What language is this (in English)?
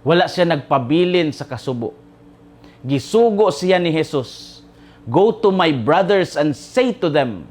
Cebuano